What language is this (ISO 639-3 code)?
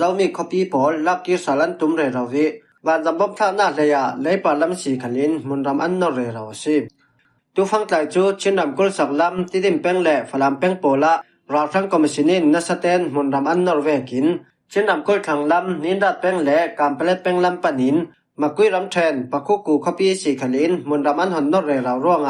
cfm